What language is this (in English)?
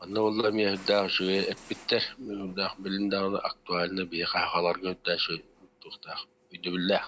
Yakut